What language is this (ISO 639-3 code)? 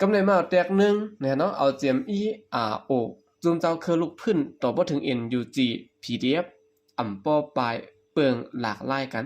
shn